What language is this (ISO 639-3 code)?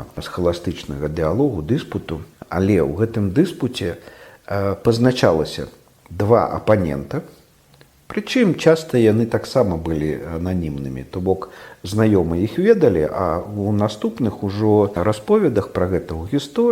bel